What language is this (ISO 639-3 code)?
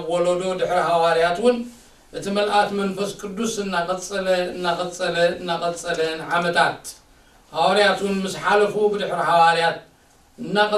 tir